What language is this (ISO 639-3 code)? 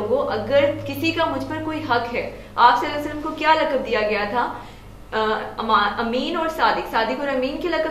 urd